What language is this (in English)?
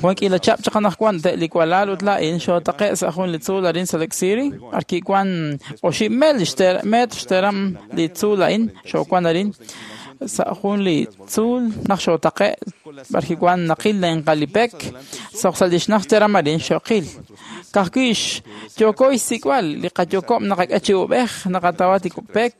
Kekchí